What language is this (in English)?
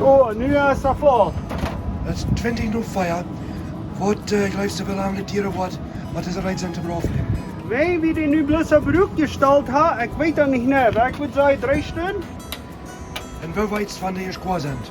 Plautdietsch